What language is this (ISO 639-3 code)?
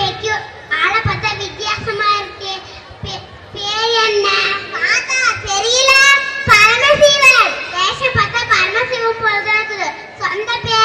tam